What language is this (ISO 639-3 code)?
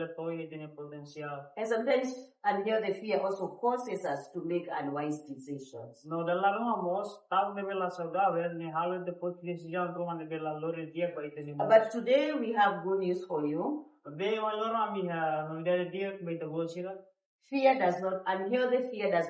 tet